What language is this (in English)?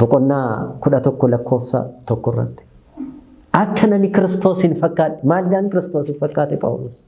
Oromo